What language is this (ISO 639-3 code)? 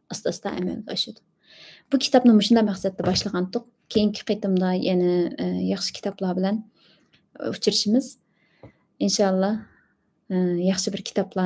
uig